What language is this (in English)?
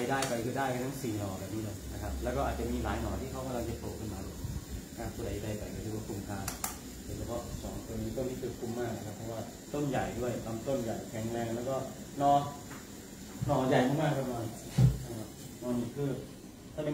Thai